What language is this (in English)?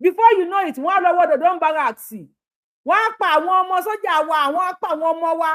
Yoruba